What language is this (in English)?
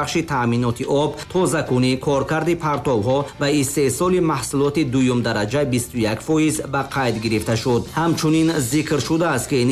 Tajik